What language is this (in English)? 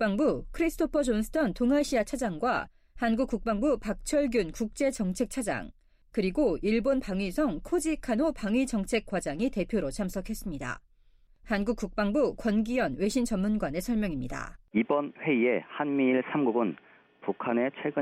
Korean